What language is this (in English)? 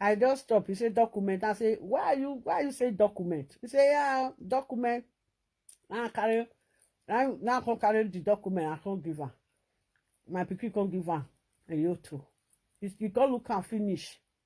Nigerian Pidgin